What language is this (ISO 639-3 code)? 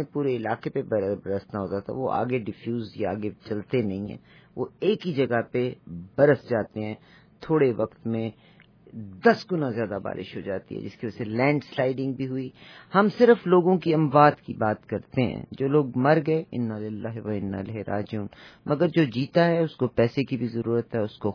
urd